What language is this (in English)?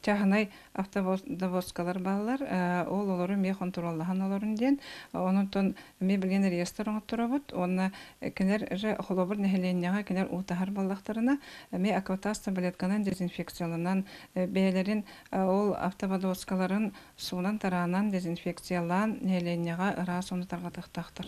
Yakut